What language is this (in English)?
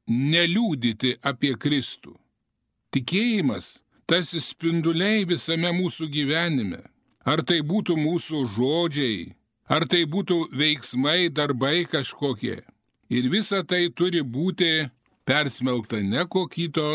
Lithuanian